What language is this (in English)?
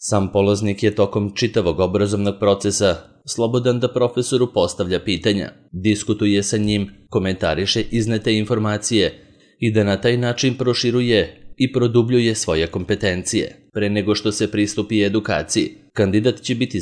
Serbian